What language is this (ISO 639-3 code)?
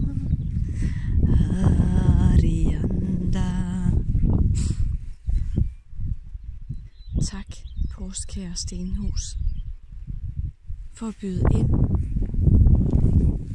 dan